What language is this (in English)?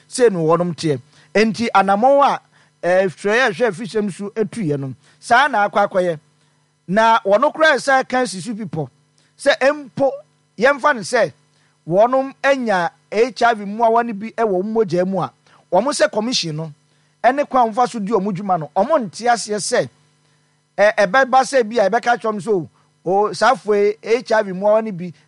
Akan